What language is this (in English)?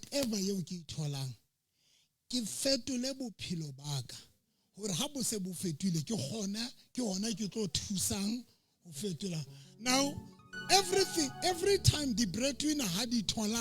Southern Sotho